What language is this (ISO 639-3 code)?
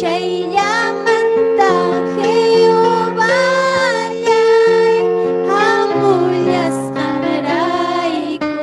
quy